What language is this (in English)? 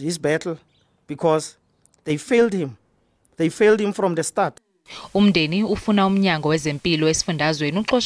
Zulu